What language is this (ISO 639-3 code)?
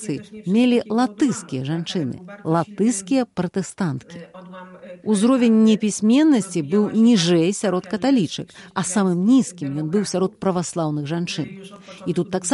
bel